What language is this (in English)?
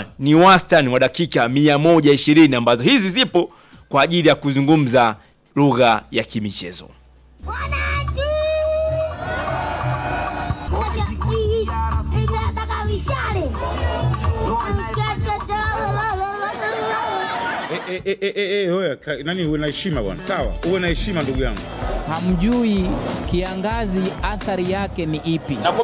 Swahili